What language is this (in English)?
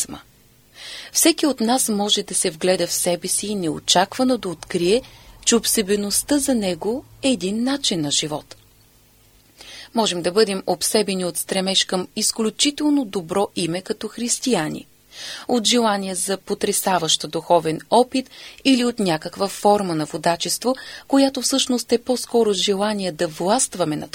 Bulgarian